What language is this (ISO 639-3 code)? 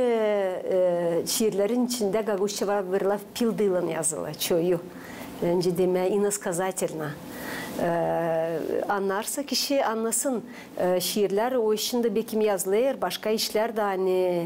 gag